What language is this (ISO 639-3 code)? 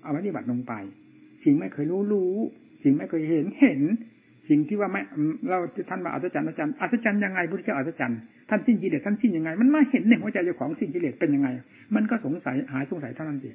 tha